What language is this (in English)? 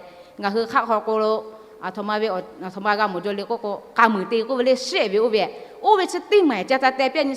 Lahu